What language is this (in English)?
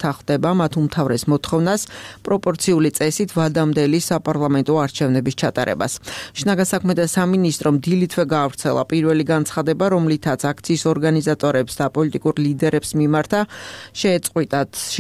Georgian